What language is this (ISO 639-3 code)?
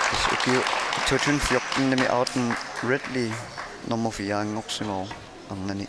kal